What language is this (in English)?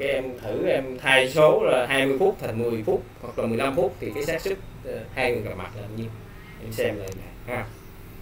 Vietnamese